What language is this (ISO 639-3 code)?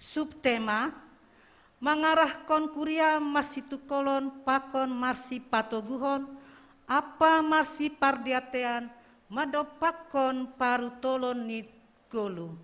bts